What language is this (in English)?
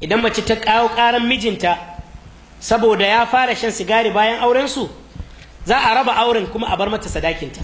Hausa